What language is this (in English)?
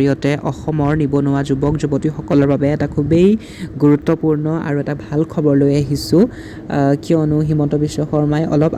Assamese